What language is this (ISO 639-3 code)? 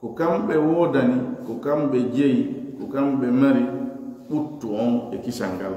ful